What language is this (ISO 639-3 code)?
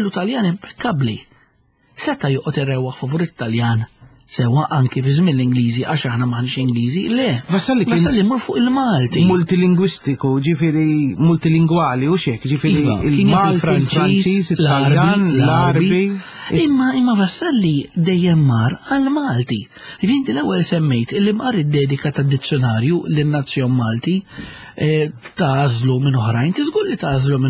mlt